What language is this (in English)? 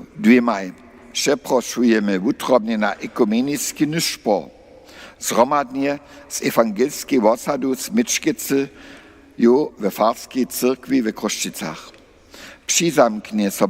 Upper Sorbian